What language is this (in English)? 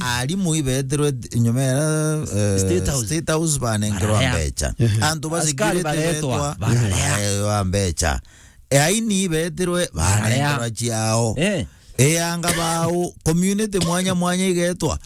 Meru